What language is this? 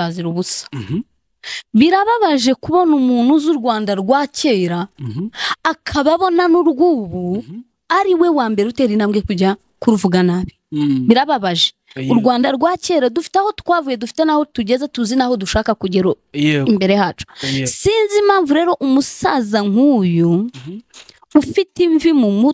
Kinyarwanda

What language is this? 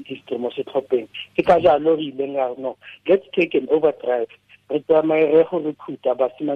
Tswana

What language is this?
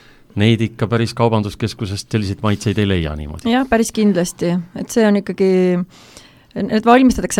Estonian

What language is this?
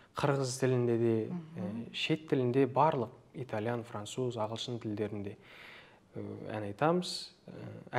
Kazakh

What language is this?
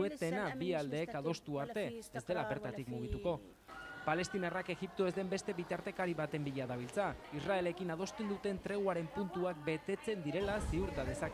Basque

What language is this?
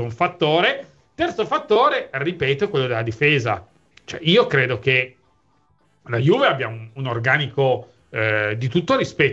Italian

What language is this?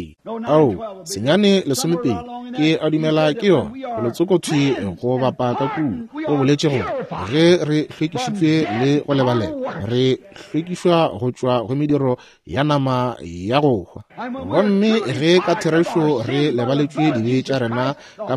Northern Sotho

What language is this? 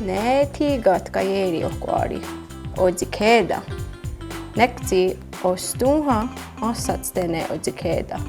Mohawk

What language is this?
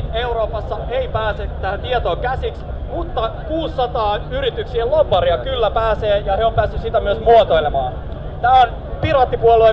Finnish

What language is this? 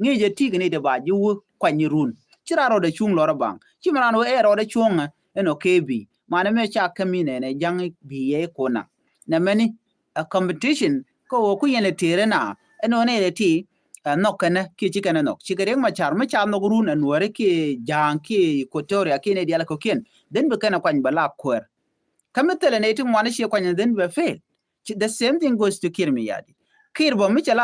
Nuer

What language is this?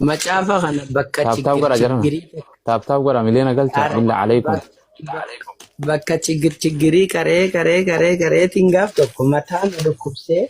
Oromo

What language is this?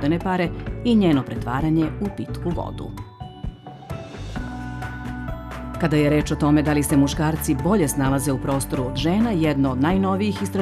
Serbian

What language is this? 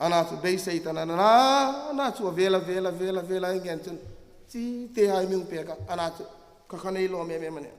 Hmar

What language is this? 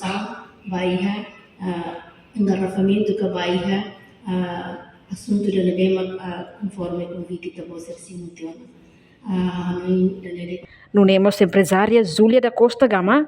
Tetum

